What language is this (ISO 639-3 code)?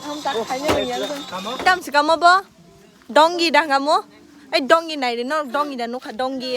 trp